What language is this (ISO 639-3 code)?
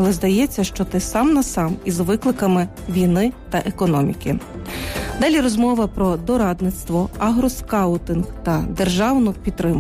ukr